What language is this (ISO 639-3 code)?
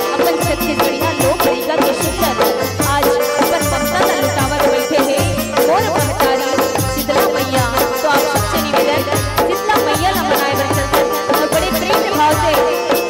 hne